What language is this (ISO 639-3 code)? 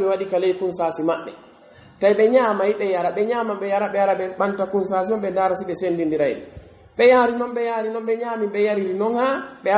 fuf